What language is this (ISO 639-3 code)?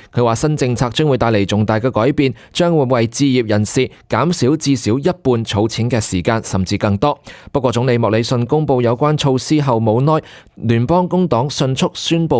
yue